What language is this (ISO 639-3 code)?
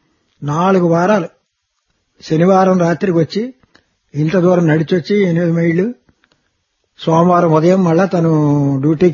tel